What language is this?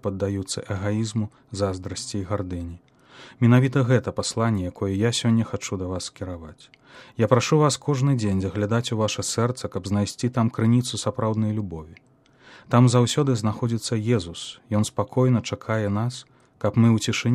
Belarusian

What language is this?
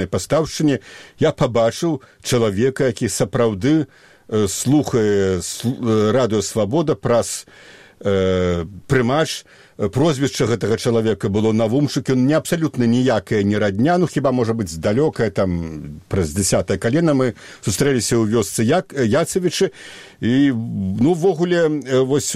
Belarusian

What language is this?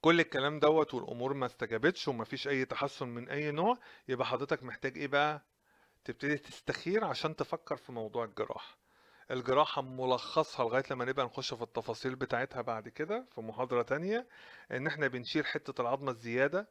Egyptian Arabic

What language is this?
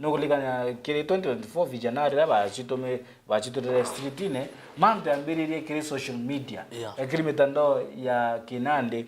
Meru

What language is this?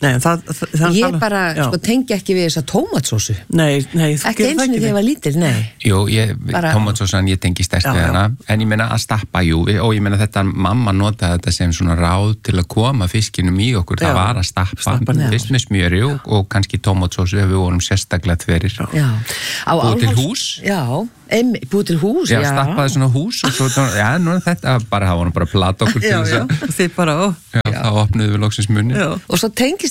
Icelandic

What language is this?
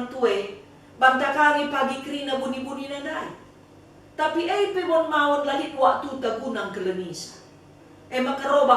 Batak Karo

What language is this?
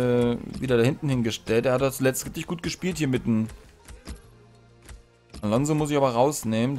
German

